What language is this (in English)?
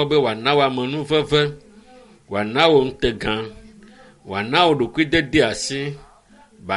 Ewe